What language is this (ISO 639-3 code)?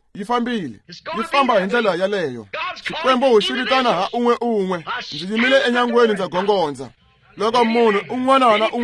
tso